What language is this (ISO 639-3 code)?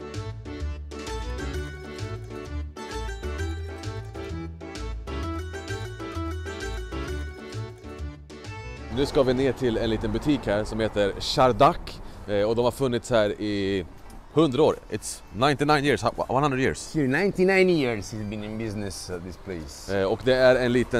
swe